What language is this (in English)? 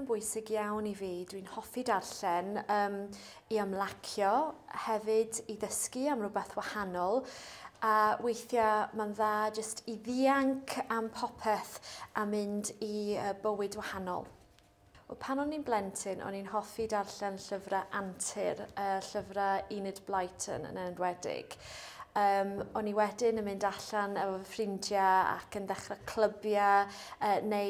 Welsh